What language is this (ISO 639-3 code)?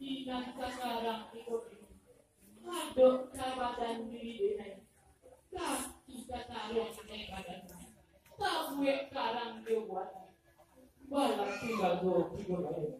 min